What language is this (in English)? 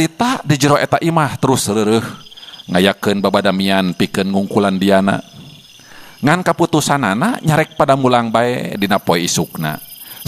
Sundanese